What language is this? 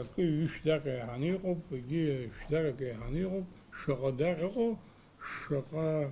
Abkhazian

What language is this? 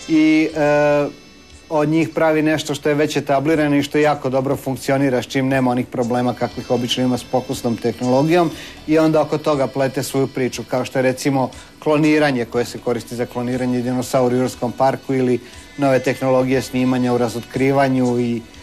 Croatian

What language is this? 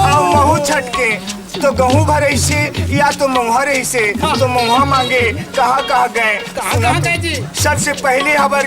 Chhattisgarhi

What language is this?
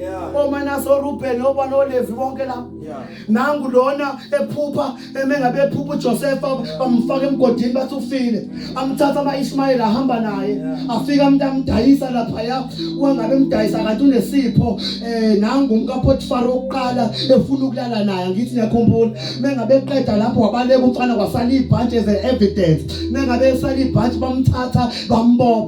Zulu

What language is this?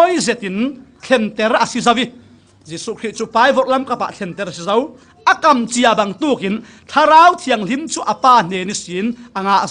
Falam Chin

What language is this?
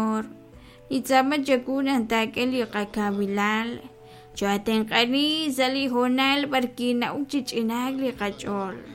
Kekchí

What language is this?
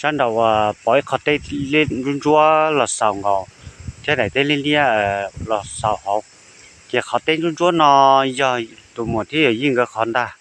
Hmong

